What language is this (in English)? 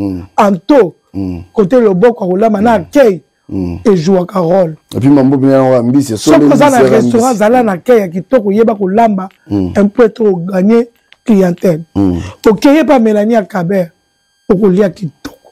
Lingala